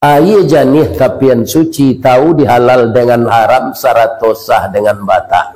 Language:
Minangkabau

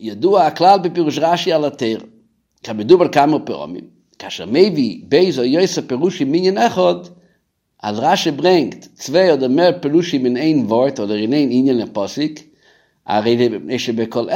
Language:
Yiddish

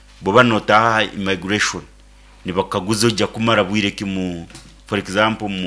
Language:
Nyoro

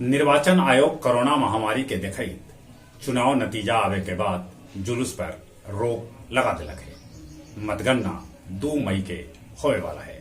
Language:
Magahi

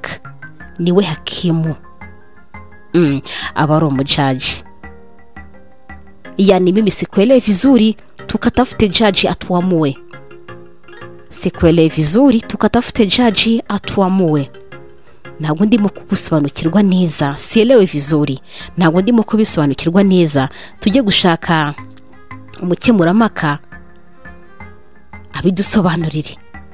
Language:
Kinyarwanda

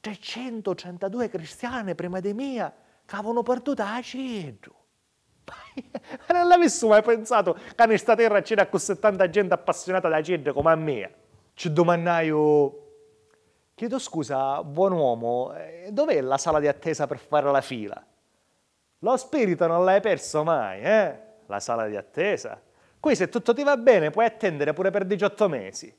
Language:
Sicilian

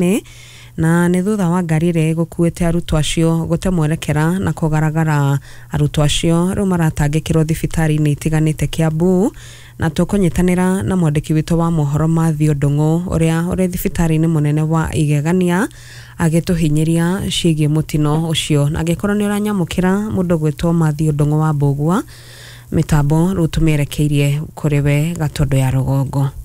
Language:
Kikuyu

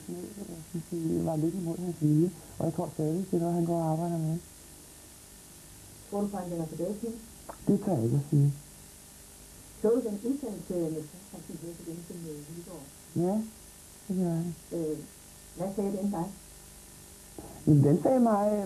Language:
Danish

